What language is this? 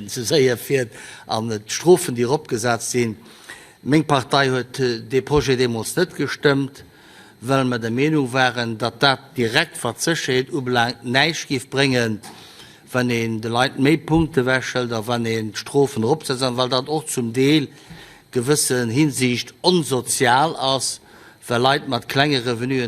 Luxembourgish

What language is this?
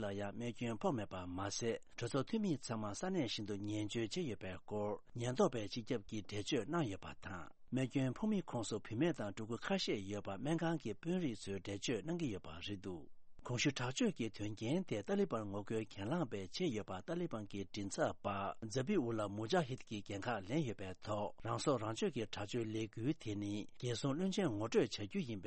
Tibetan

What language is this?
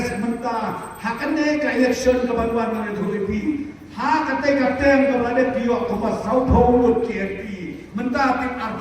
Khasi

